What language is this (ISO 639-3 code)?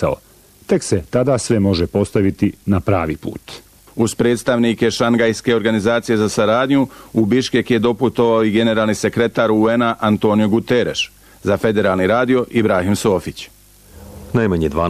bos